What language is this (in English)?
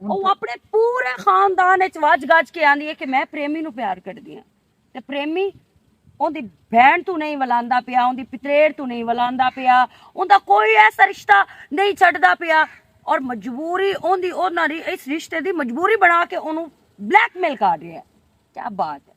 Western Panjabi